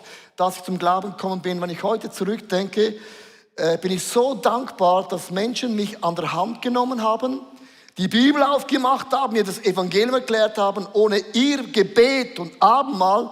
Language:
Swiss German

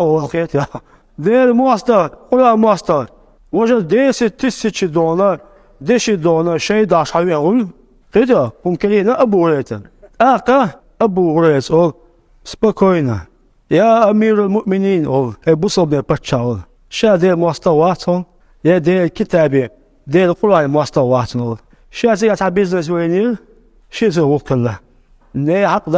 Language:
Chechen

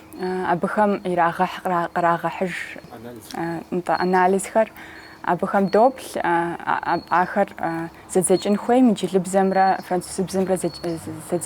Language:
Kabardian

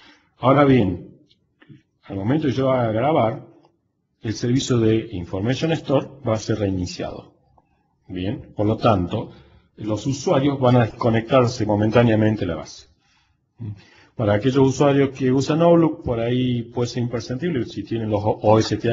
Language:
Spanish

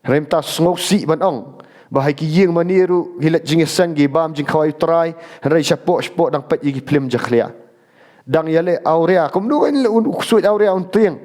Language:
Khasi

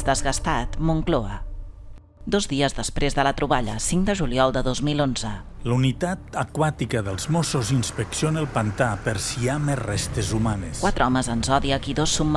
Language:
Catalan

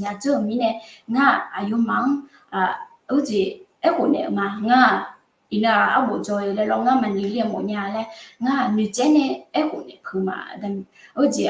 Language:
Akha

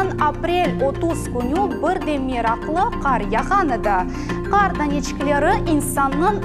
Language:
Crimean Tatar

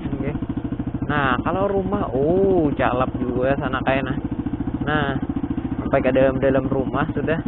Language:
Banjar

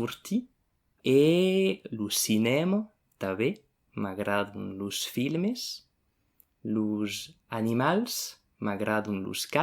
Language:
Occitan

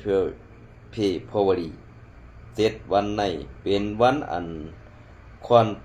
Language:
Shan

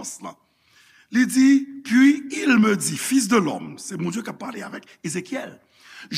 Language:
Haitian Creole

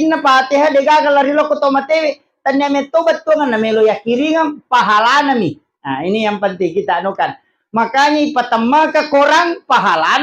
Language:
Buginese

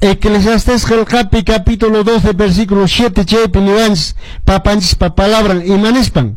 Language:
Quechua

